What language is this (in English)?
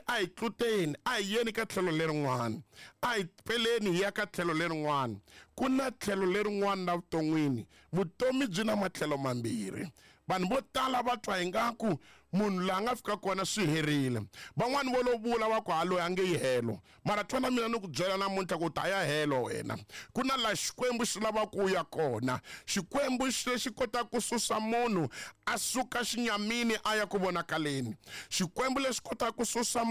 Tsonga